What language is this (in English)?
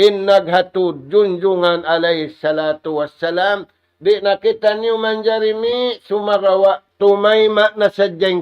Tausug